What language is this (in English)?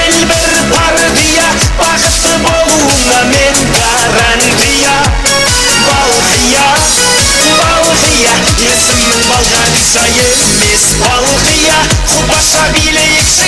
Kara-Kalpak